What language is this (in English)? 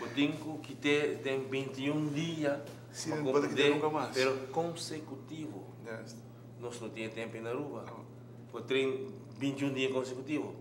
Papiamento